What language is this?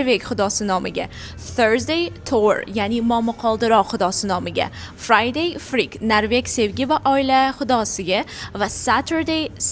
Uzbek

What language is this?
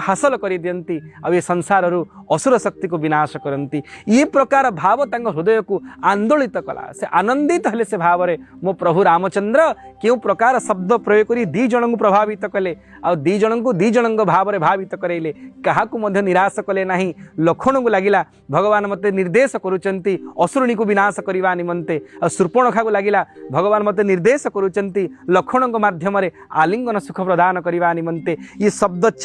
Odia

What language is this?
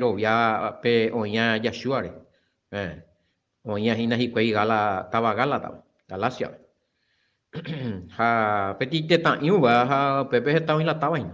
Guarani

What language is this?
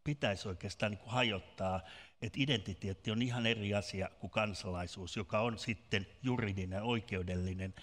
Finnish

